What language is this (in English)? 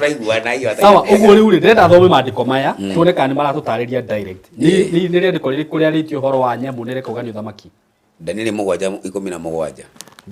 Kikuyu